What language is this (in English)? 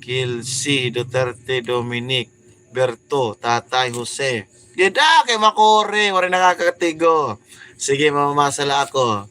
Waray